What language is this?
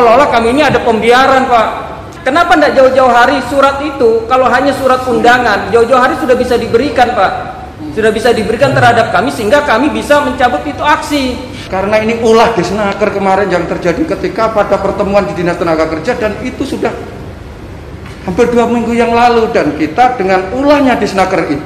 Indonesian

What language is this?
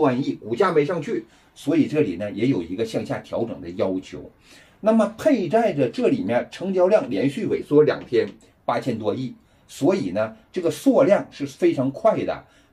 Chinese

